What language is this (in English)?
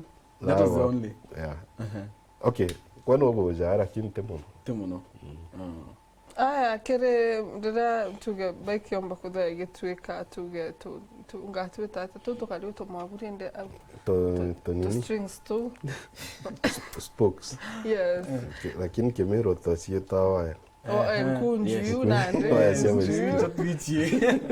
Meru